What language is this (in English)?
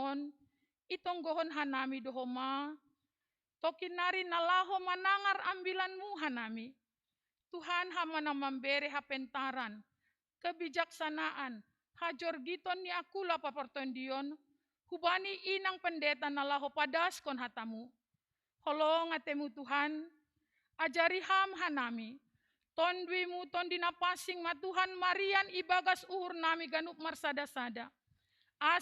Batak Simalungun